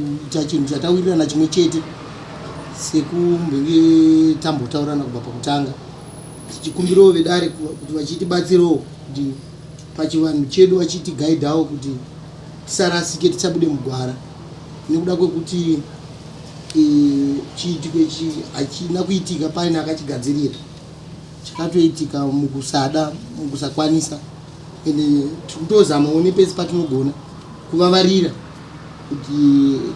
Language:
Shona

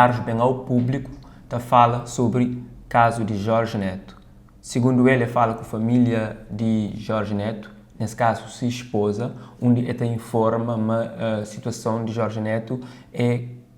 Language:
Kabuverdianu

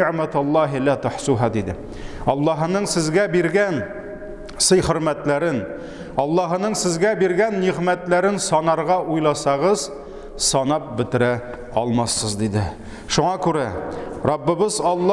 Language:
Tatar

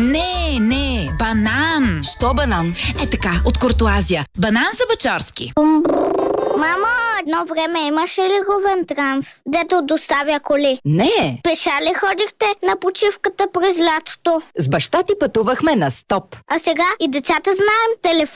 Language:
Bulgarian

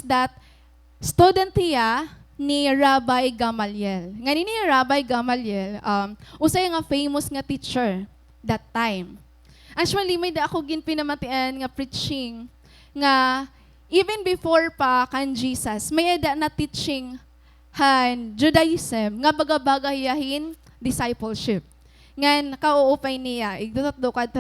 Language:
Waray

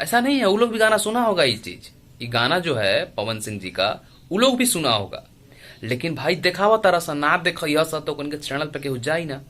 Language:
Bhojpuri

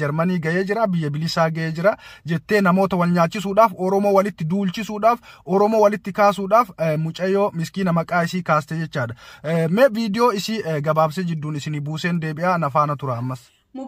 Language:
Oromo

